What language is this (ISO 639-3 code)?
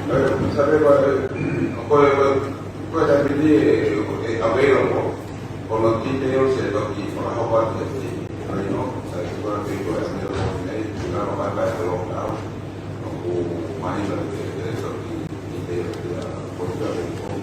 ton